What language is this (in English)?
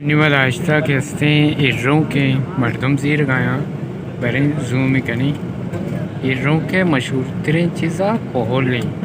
Baluchi